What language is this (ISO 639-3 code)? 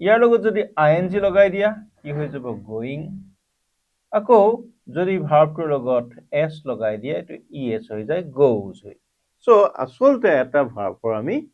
asm